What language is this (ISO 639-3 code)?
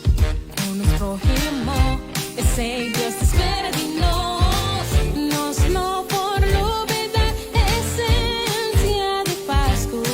pap